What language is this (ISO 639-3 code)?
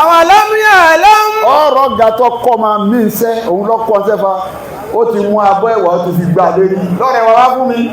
yor